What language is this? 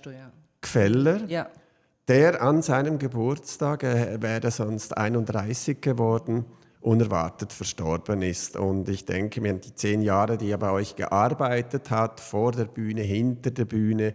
Swiss German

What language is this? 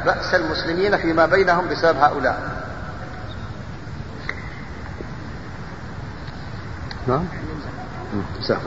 Arabic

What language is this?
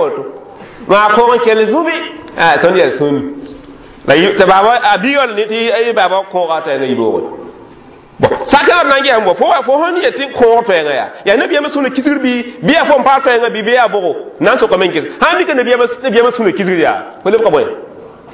Mossi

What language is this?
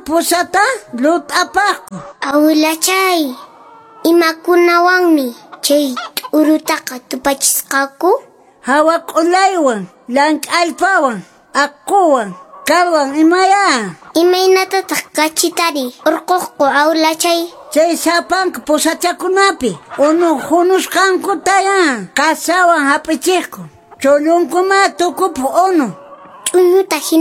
Quechua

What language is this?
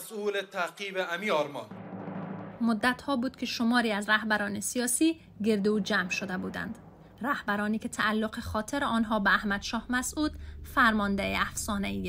Persian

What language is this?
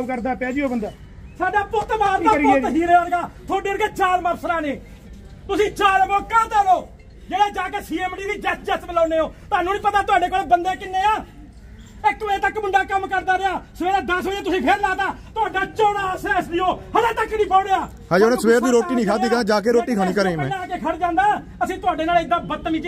Punjabi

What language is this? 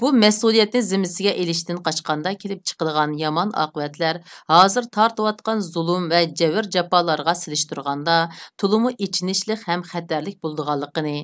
Uyghur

